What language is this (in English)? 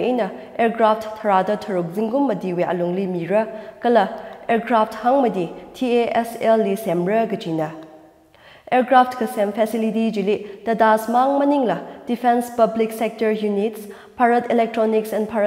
Tangkhul Naga (India)